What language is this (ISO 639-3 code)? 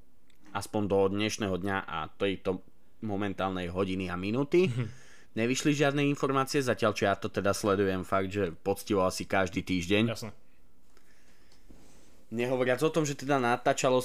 slk